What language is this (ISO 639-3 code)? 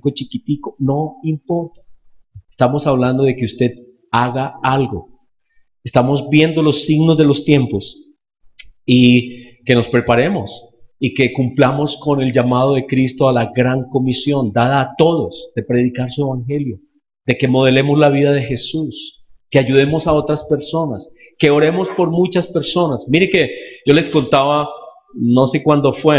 spa